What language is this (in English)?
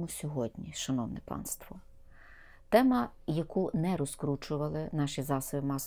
Ukrainian